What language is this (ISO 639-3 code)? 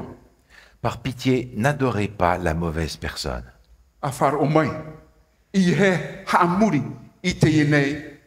tah